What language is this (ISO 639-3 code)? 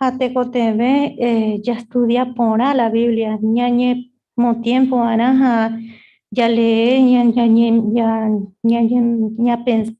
grn